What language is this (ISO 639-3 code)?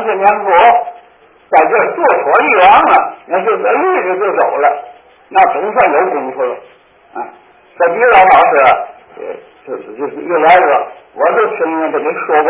zho